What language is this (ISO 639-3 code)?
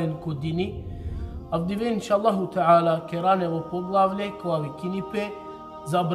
rmn